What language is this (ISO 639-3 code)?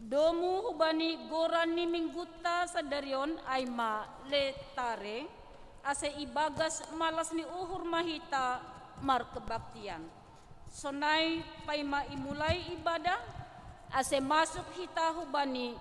bts